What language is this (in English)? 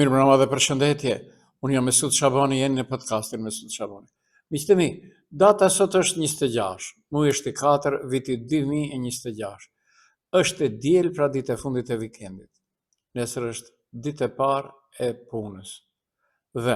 Albanian